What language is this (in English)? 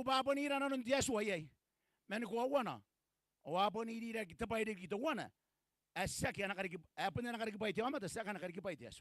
Gilbertese